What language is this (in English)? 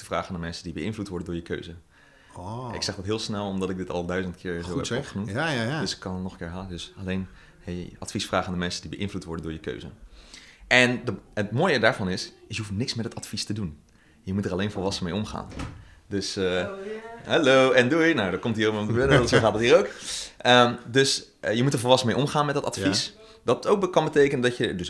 Dutch